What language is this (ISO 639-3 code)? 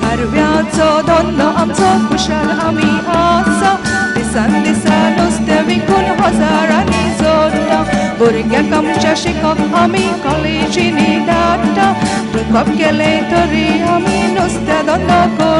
kok